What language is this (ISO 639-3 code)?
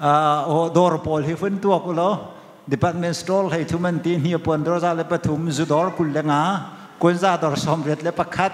cnh